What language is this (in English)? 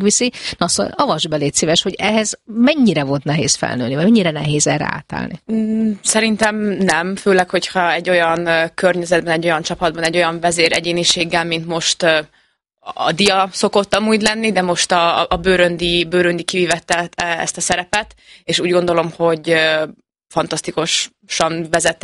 Hungarian